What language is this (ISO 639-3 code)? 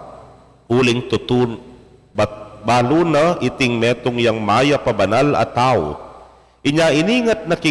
pam